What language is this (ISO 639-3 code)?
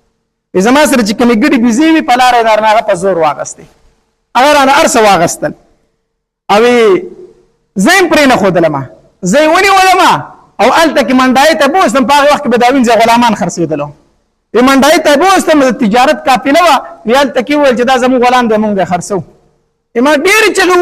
pus